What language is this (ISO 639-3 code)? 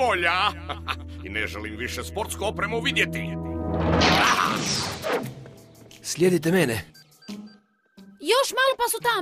hrv